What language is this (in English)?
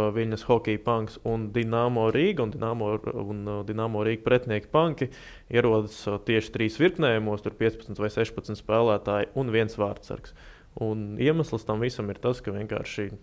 Latvian